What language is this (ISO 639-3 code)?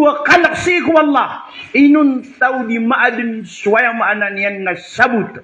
mrw